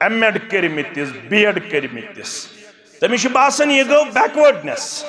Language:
Kashmiri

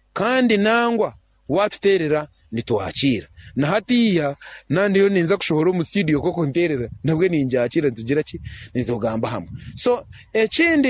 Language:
Nyankole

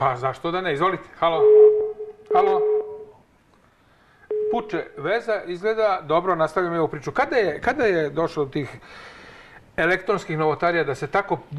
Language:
Serbian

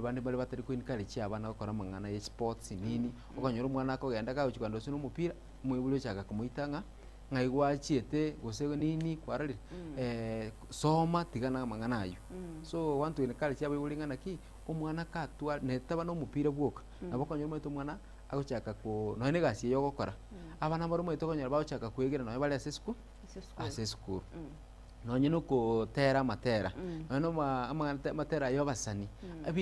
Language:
Gusii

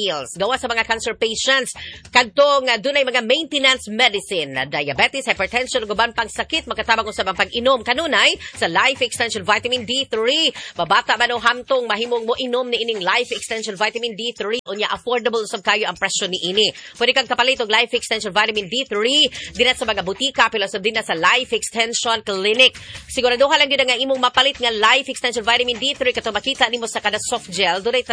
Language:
Cebuano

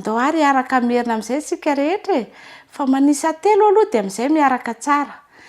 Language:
Malagasy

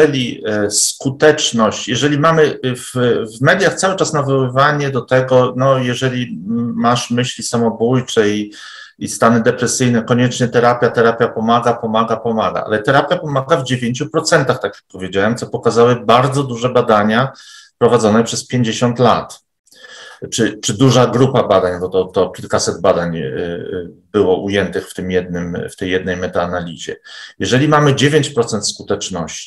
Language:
Polish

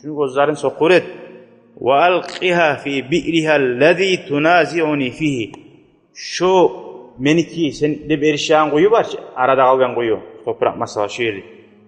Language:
Kumyk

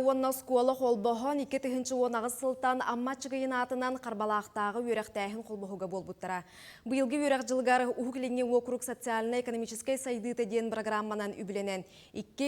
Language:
Yakut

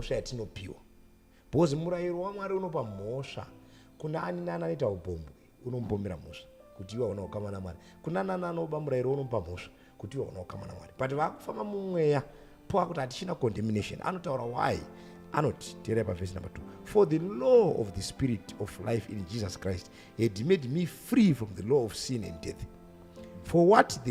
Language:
Shona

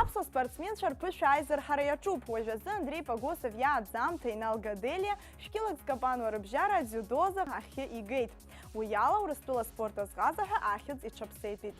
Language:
Abkhazian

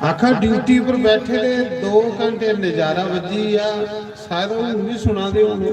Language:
Dogri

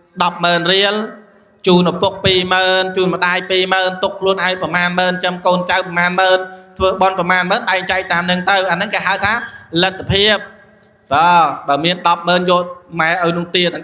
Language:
Khmer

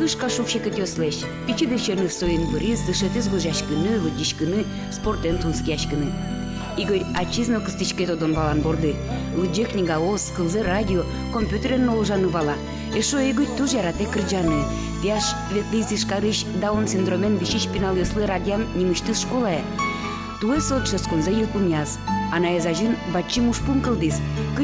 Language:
Udmurt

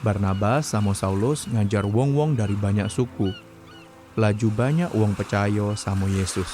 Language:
Musi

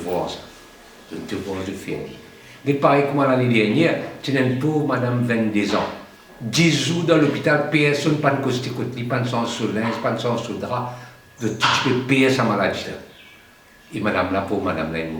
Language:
Morisyen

